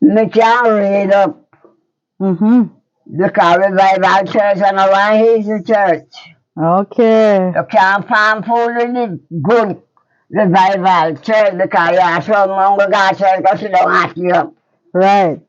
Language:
Jamaican Creole English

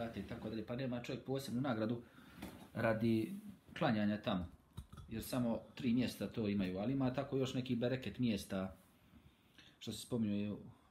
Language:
Bosnian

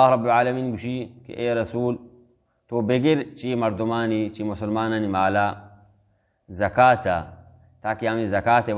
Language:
Baluchi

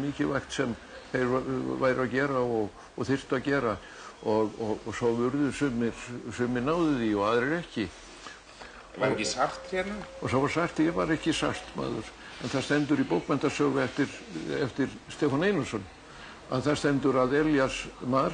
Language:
Icelandic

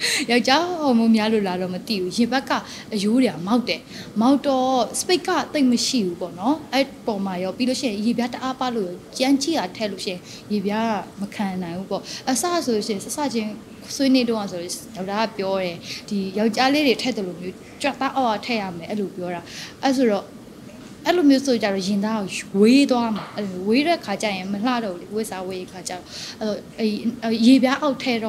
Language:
Burmese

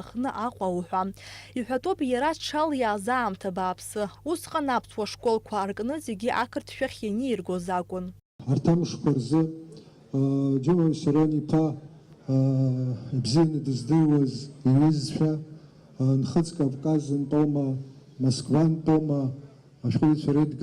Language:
Abkhazian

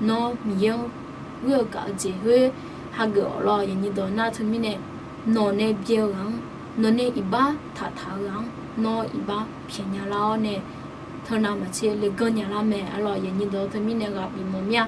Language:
Akha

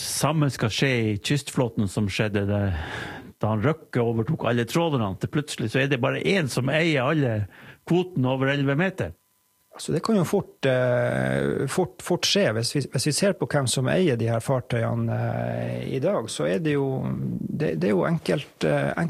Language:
Norwegian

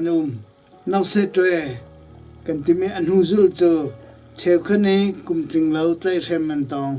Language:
Hakha Chin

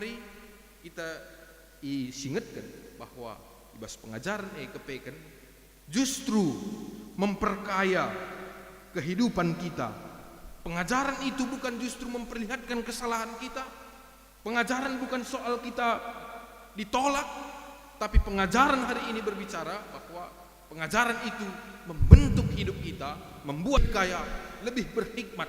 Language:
Batak Karo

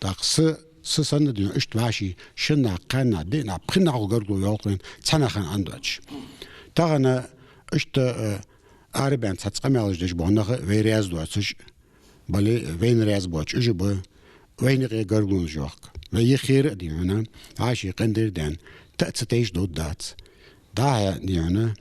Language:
Ingush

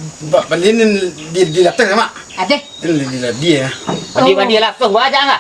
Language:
Minangkabau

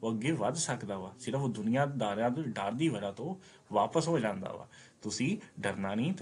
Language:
Punjabi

